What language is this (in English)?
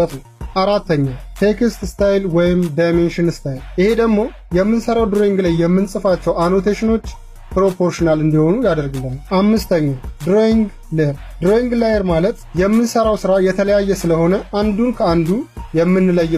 Amharic